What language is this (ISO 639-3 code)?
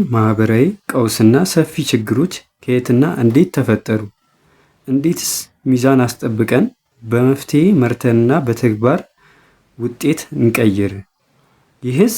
amh